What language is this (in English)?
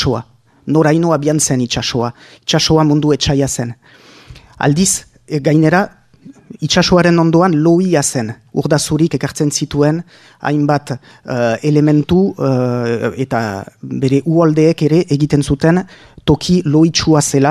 Basque